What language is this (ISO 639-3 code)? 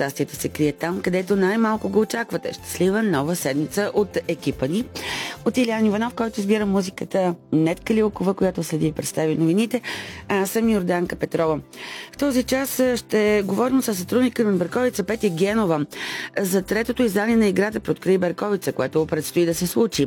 bul